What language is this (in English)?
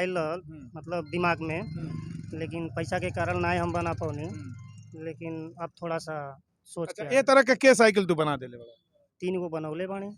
Bhojpuri